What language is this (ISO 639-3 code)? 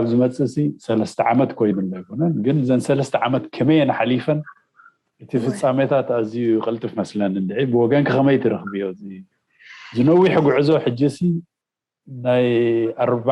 tir